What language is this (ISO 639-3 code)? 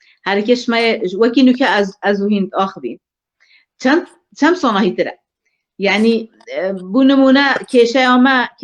kur